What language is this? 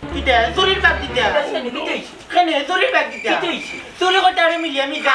Sylheti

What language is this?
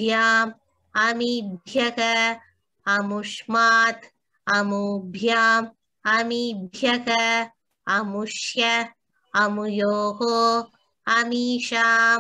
Sanskrit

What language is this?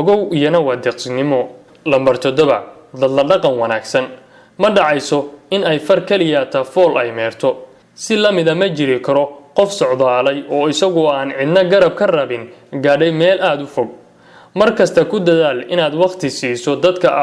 Somali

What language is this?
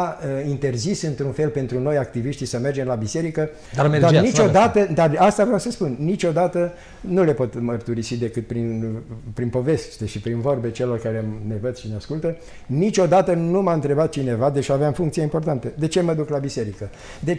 Romanian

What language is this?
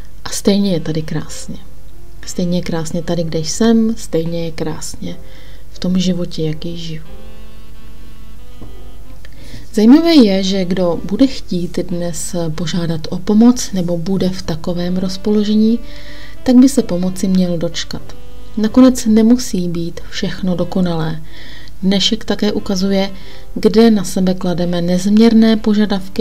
Czech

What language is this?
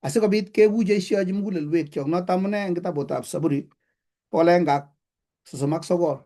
Kalenjin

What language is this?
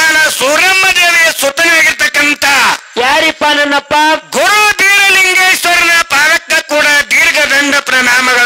Kannada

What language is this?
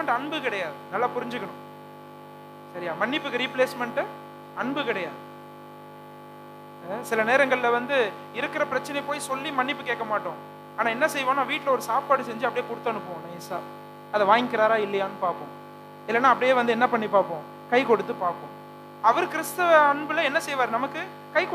Tamil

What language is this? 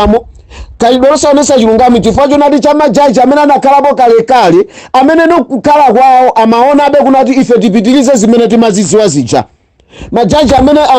Nyanja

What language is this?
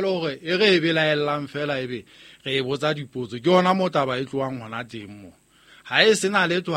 Southern Sotho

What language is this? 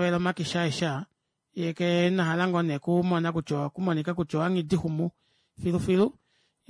Kuanyama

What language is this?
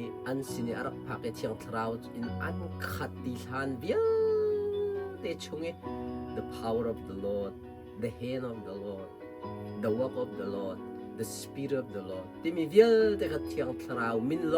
Hakha Chin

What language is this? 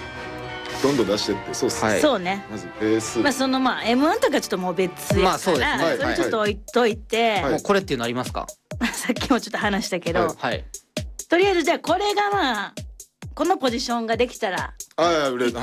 Japanese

